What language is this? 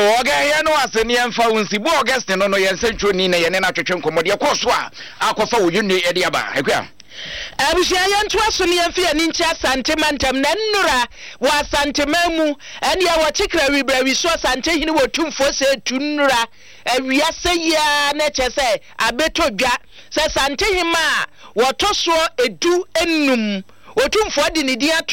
Akan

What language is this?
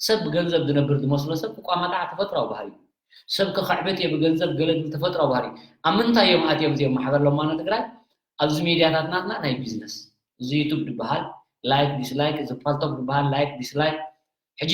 Tigrinya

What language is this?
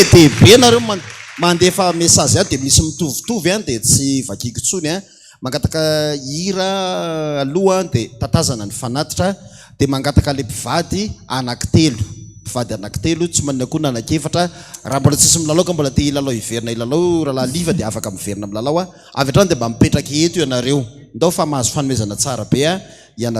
Malagasy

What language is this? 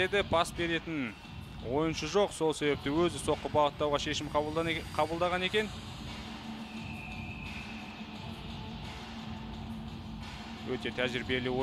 Kazakh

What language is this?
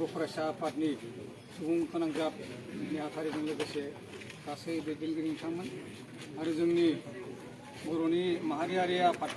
Bodo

